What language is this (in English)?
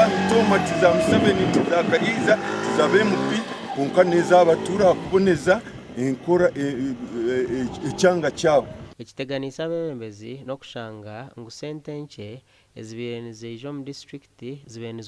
Nyankole